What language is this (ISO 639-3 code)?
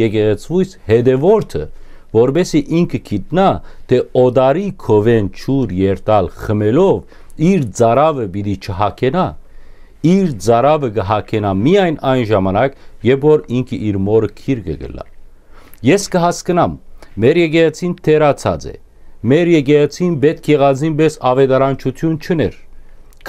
hyw